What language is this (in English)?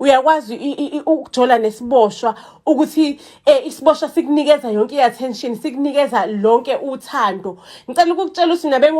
Zulu